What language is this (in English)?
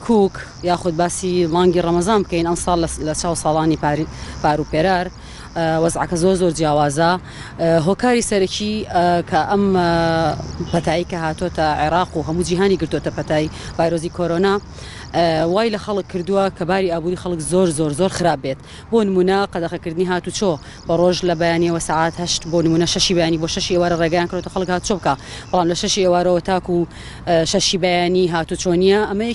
Central Kurdish